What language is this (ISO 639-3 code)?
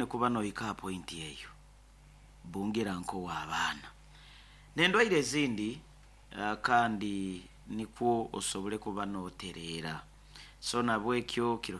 nyo